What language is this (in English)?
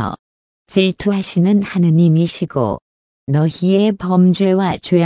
Korean